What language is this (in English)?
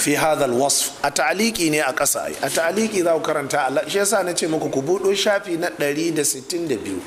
Hausa